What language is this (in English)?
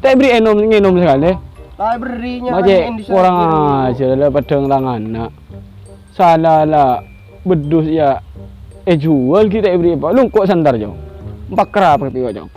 Madurese